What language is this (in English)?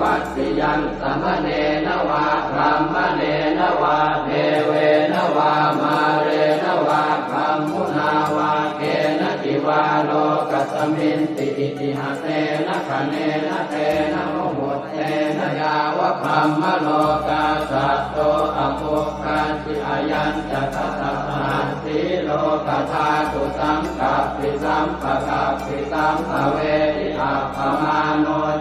Pali